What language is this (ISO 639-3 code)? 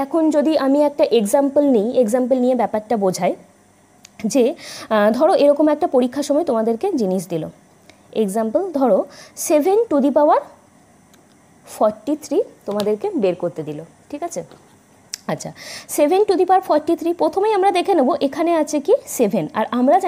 ben